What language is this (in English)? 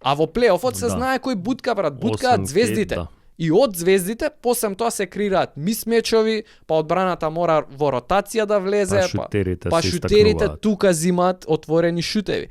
Macedonian